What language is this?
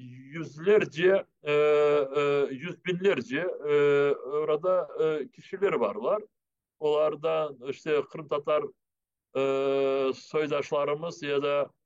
Crimean Tatar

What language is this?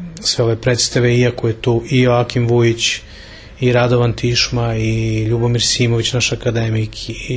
Serbian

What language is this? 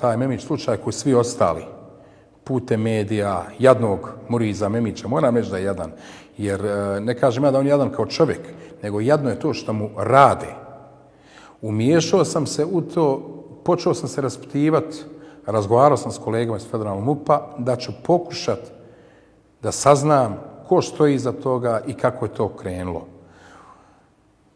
Bosnian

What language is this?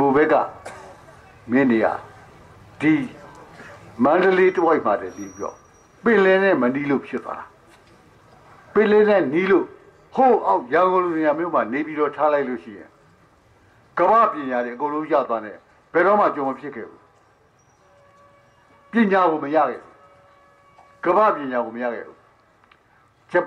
Burmese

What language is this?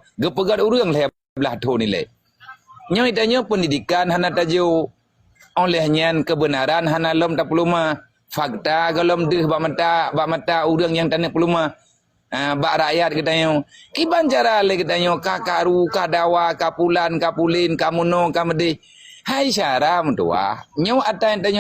Achinese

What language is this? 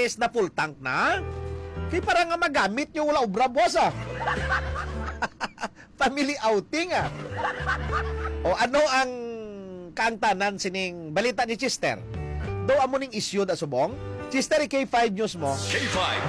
Hiligaynon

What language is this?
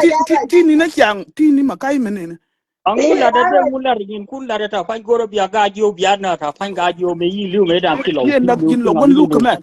Nuer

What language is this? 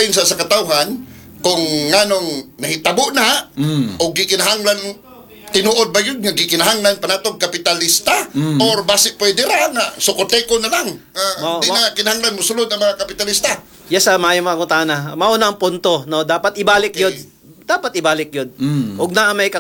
Cebuano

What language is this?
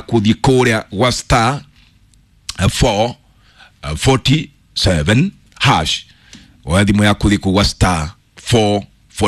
Kikuyu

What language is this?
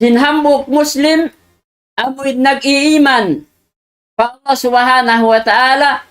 Tausug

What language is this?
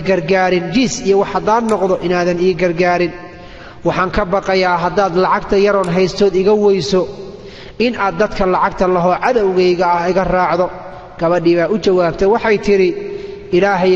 Somali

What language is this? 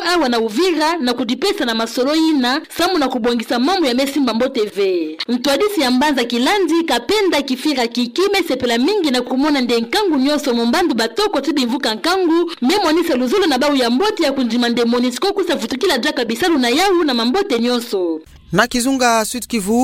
Kituba (Democratic Republic of Congo)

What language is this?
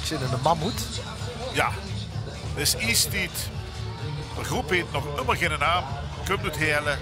Limburgish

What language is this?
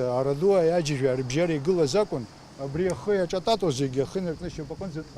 Abkhazian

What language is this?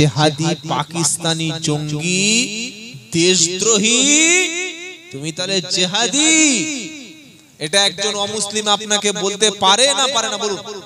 Bangla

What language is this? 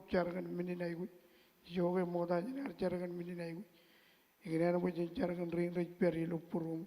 Marshallese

